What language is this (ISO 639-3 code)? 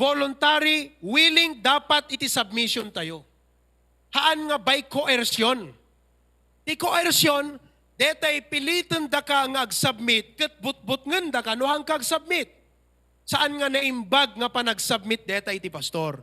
ilo